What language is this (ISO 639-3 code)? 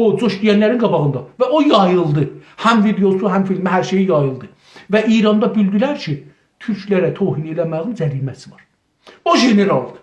azb